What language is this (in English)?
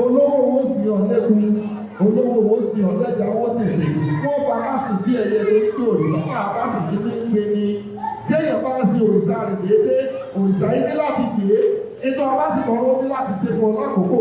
Yoruba